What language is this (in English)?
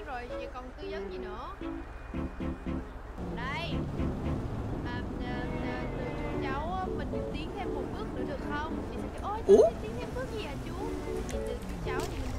Vietnamese